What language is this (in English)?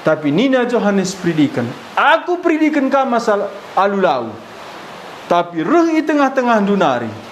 Batak Karo